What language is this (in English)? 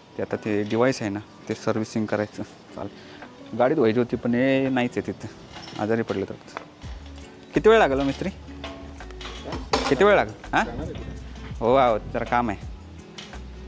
Marathi